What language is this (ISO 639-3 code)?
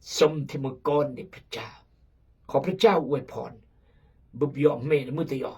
kjg